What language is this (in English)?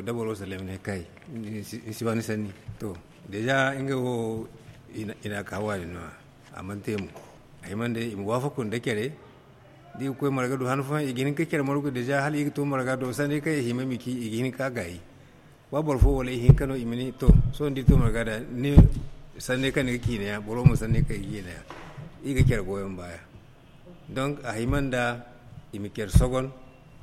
Zarma